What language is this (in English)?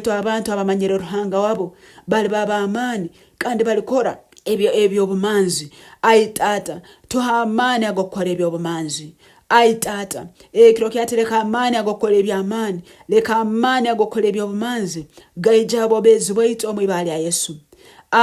Nyoro